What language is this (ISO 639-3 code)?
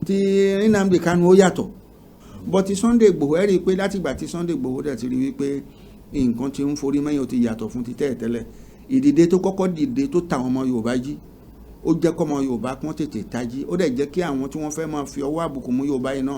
yor